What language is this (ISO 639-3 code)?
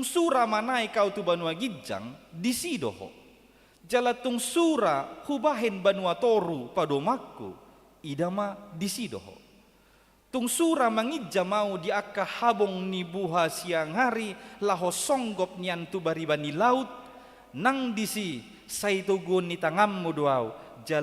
bbc